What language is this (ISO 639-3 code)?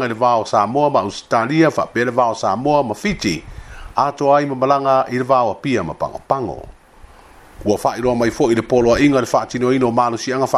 smo